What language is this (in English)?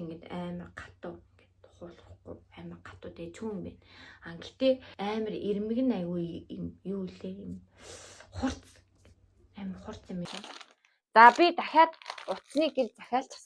Mongolian